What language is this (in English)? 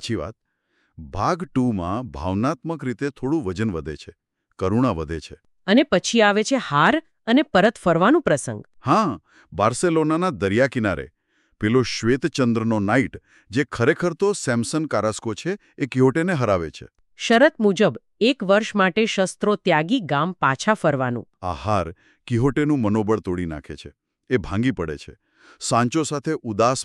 Gujarati